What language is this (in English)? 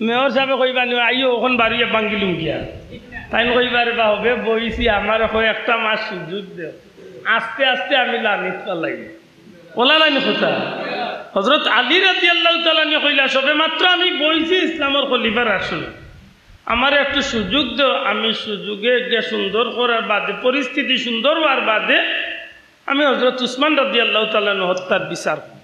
Sylheti